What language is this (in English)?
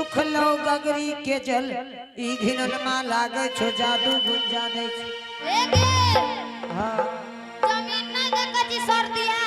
Angika